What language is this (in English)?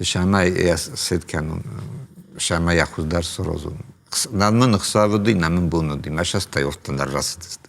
Ossetic